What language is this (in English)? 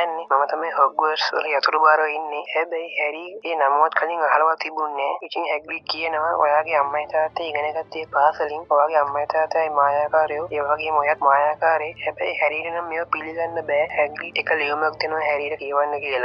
Sinhala